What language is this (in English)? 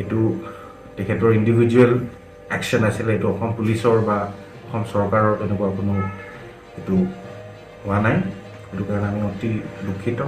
Assamese